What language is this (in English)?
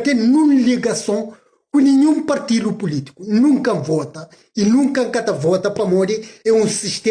Kabuverdianu